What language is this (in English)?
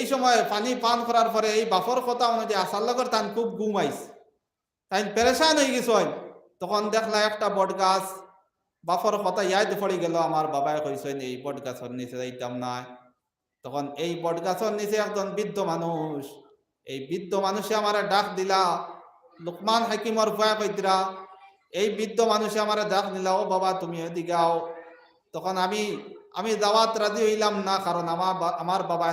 Sylheti